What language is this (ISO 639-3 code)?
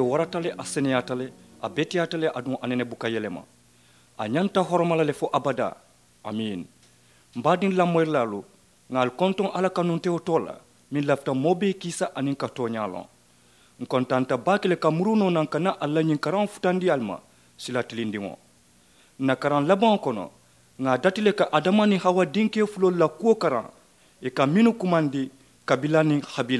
man